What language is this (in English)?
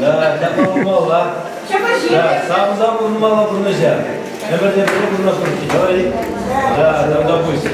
Chuvash